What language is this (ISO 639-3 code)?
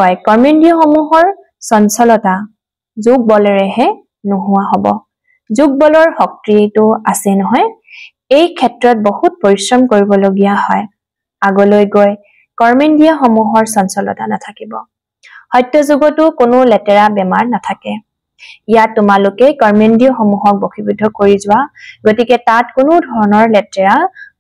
asm